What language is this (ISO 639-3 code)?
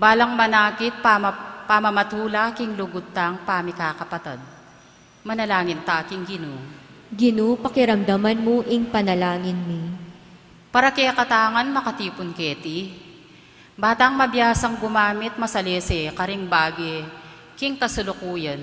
pam